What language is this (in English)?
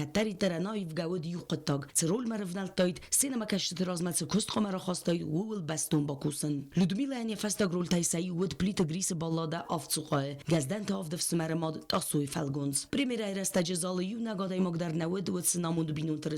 Ossetic